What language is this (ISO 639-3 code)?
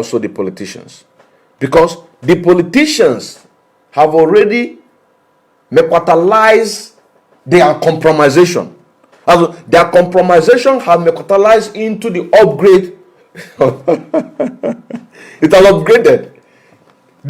pcm